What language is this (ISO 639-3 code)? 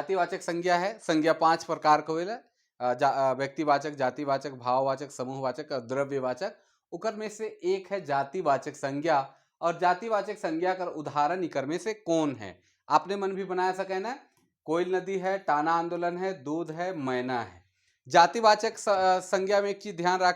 sck